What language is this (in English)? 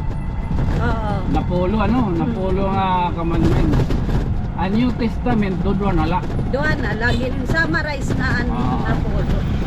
Waray